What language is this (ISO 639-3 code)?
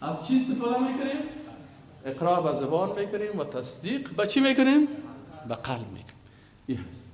fas